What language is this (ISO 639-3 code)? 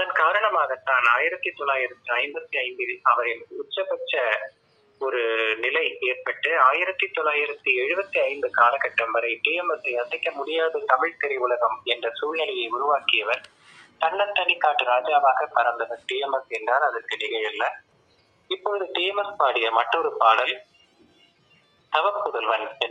tam